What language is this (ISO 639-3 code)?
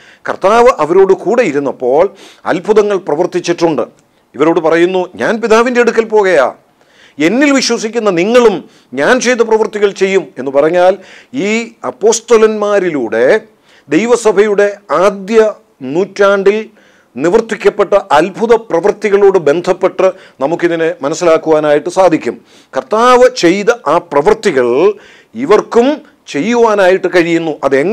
mal